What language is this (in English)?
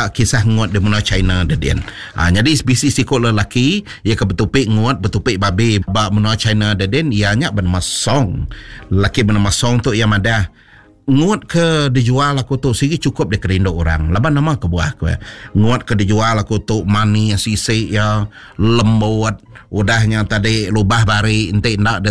Iban